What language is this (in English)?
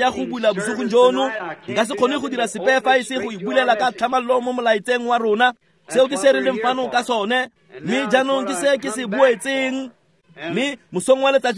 Tswana